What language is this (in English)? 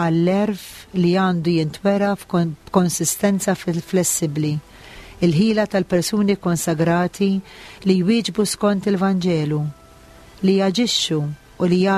Maltese